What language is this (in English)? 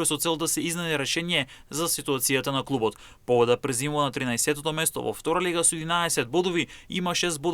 Macedonian